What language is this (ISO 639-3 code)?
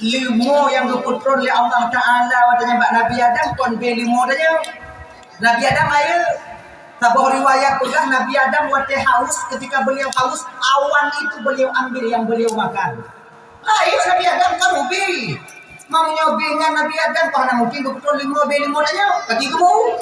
ace